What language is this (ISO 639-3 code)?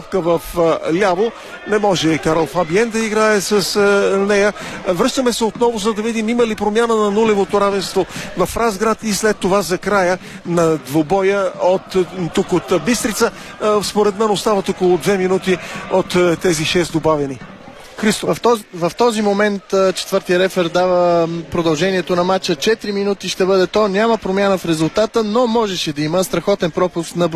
bul